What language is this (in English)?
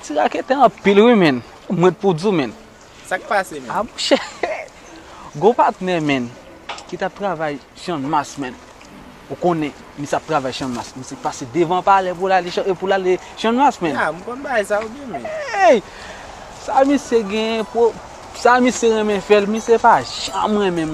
Haitian Creole